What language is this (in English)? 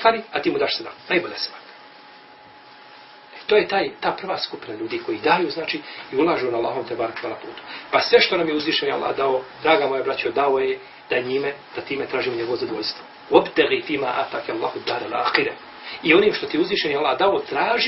Bosnian